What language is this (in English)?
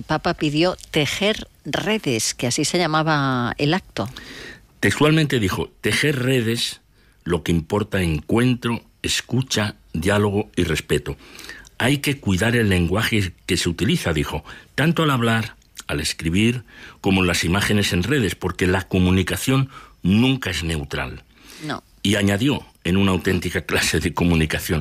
Spanish